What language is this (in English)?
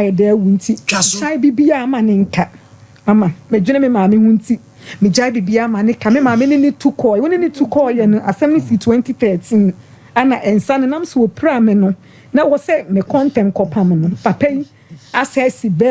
Akan